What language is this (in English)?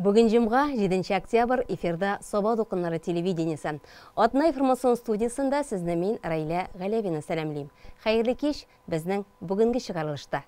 Tatar